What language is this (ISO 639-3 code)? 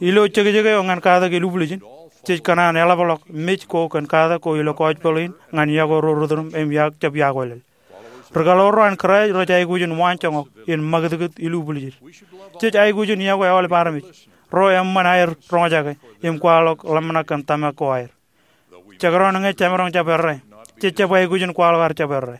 mah